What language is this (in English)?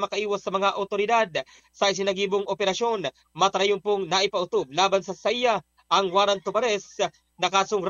Bikol